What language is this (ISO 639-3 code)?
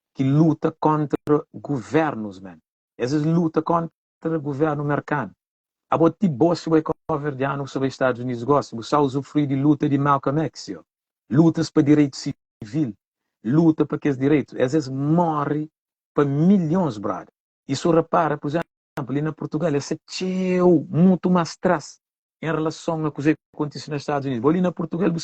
kea